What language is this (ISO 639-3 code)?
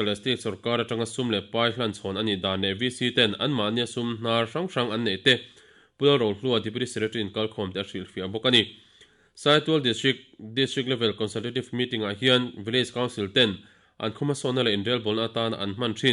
lus